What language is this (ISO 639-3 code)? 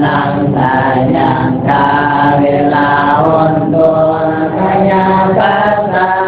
pli